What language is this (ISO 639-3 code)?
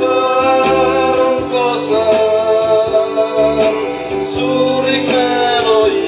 sda